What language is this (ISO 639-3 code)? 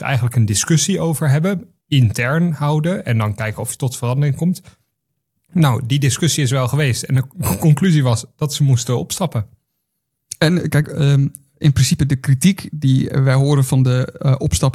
nld